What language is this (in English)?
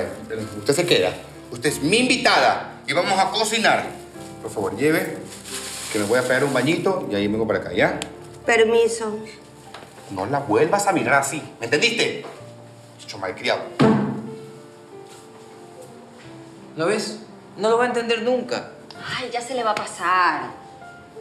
Spanish